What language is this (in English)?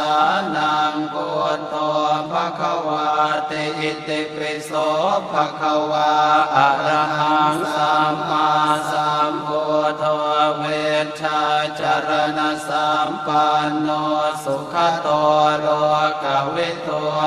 Pali